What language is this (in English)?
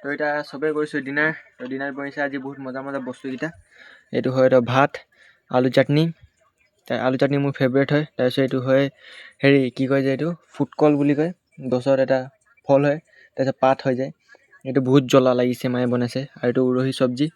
Assamese